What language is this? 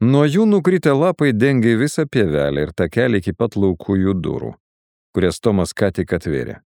Lithuanian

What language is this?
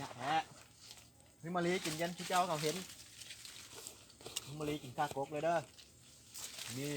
Lao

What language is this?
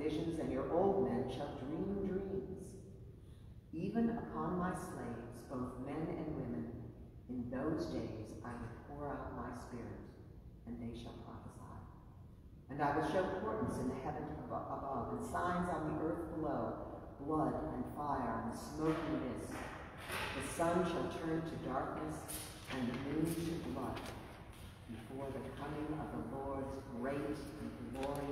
English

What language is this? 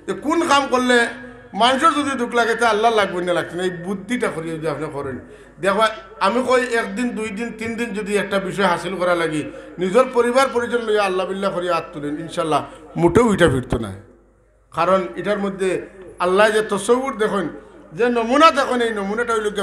Sylheti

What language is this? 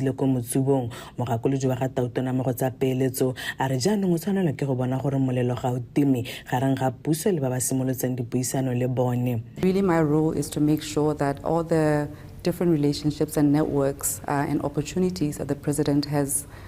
Tswana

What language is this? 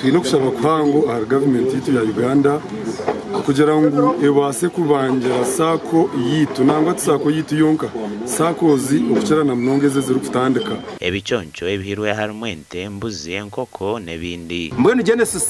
Nyankole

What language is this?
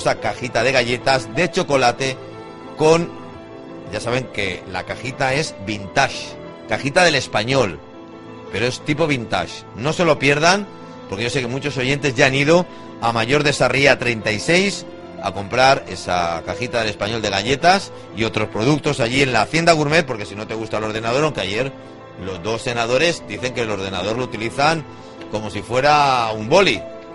Spanish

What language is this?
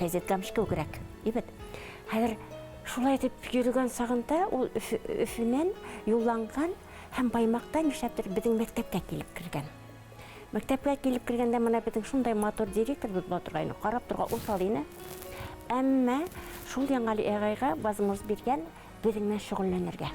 Bashkir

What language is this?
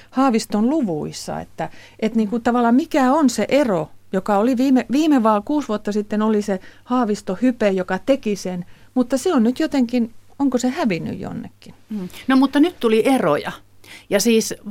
Finnish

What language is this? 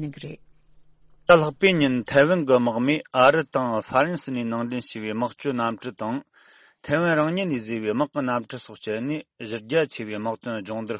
Tibetan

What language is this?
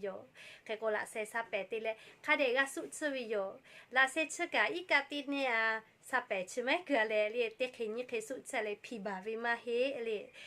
Lahu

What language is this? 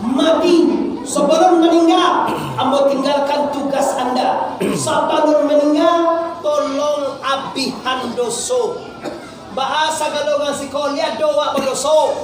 Minangkabau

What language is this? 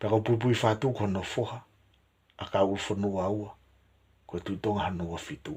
Tongan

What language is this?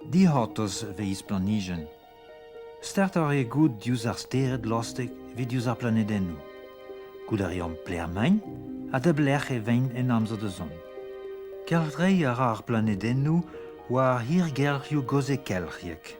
Breton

